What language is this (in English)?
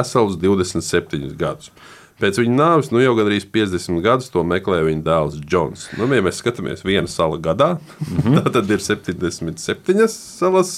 Latvian